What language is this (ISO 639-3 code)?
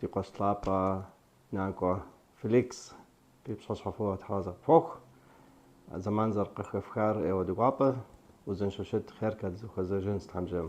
kbd